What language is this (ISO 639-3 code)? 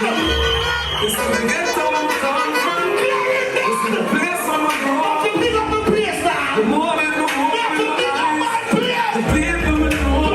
jam